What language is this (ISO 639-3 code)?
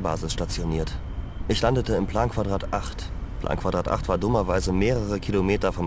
bar